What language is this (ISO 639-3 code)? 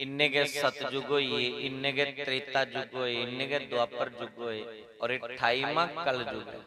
doi